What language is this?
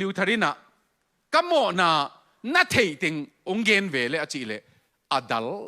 Tedim Chin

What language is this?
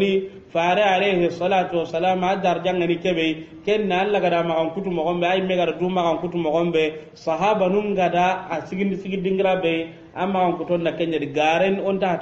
Soninke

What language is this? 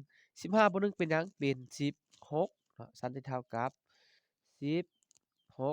Lao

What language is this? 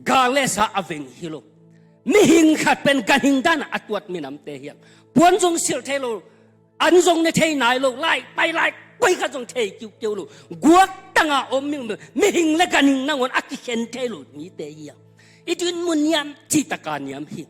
Tedim Chin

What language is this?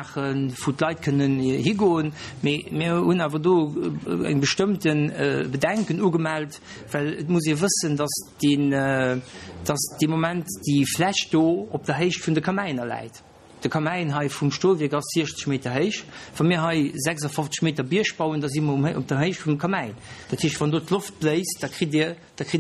Luxembourgish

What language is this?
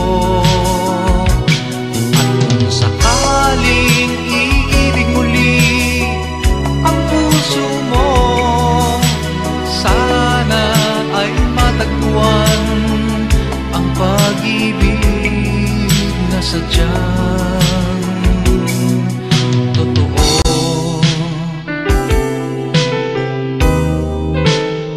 Filipino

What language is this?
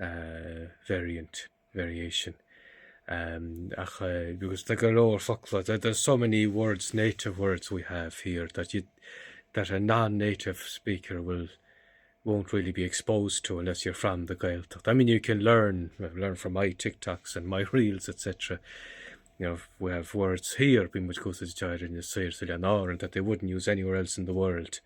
Irish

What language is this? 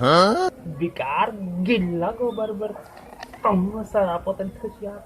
Chhattisgarhi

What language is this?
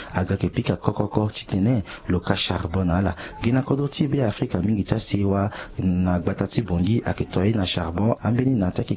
Sango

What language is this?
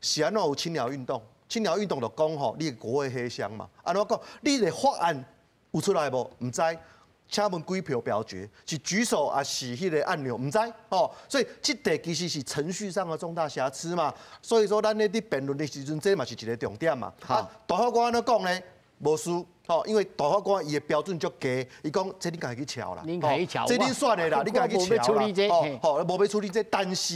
Min Nan Chinese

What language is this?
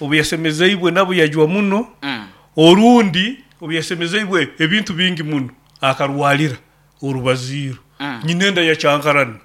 Nyoro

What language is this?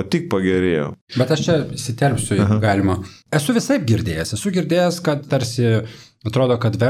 Lithuanian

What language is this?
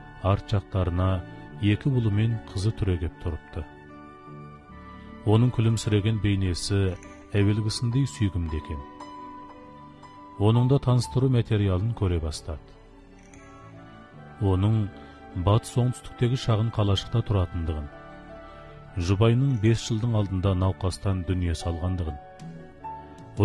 Kazakh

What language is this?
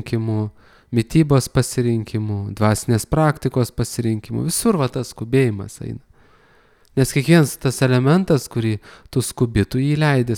Lithuanian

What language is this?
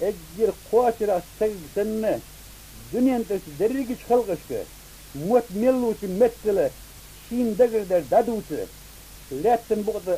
Ingush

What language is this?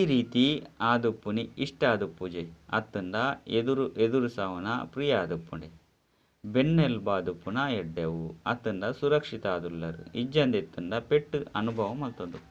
Tulu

